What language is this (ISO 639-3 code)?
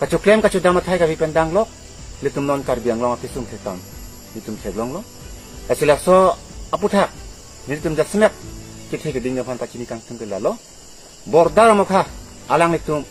mjw